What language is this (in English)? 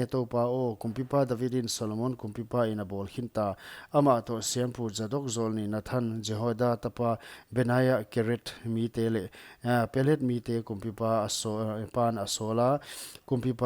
Paite Chin